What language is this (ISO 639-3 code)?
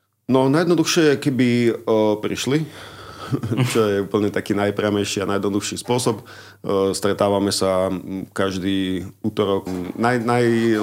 slk